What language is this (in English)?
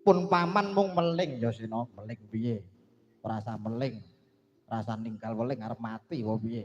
Javanese